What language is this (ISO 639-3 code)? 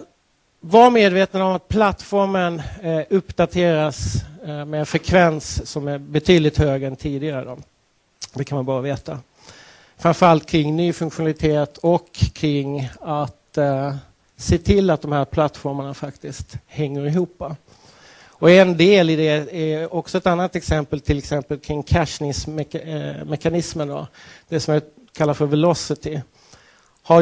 swe